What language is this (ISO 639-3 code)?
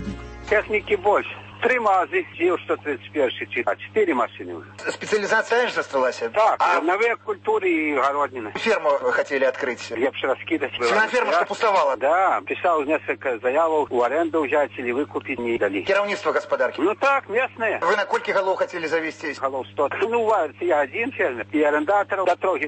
bel